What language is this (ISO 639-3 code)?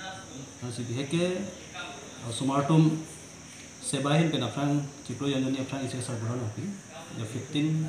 mjw